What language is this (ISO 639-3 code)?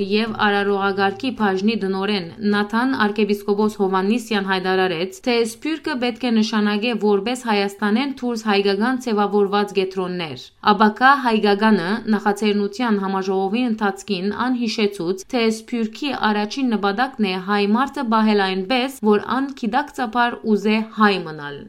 hyw